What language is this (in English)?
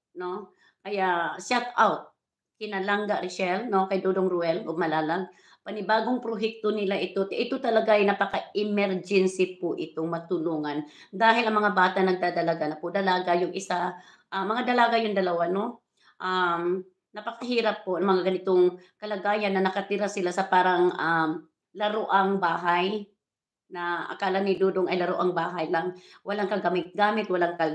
Filipino